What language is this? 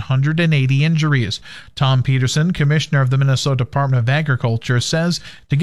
English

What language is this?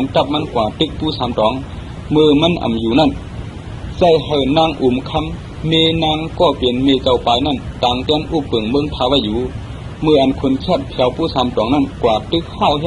Shan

